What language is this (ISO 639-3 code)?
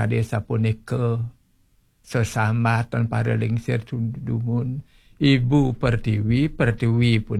ban